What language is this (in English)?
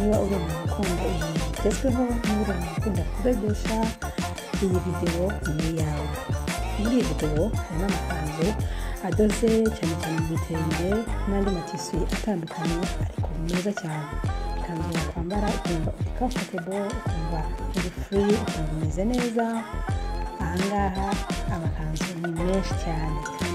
Kinyarwanda